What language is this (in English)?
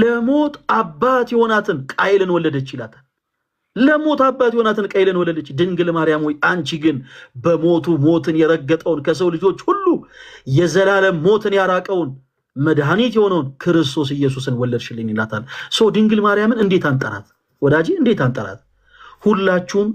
Amharic